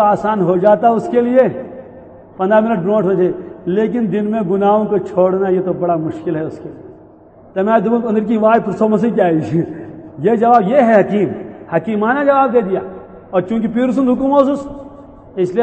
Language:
Urdu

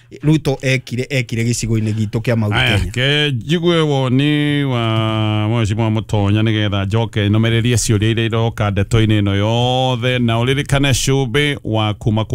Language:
Kikuyu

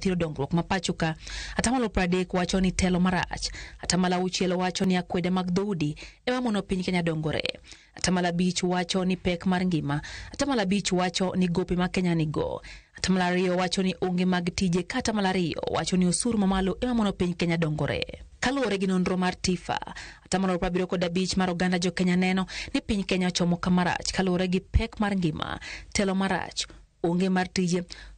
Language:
Luo (Kenya and Tanzania)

